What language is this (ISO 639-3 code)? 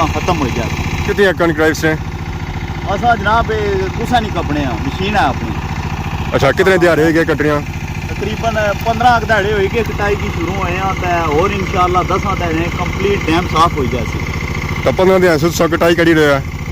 phr